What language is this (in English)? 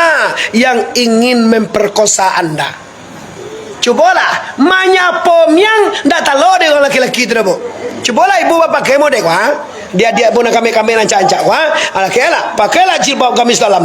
Minangkabau